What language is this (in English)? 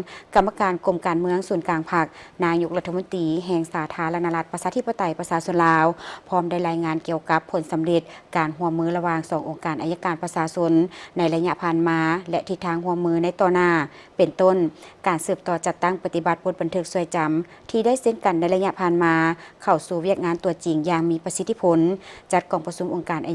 Lao